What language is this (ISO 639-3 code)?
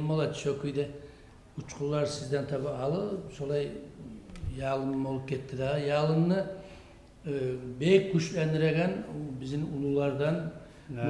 kum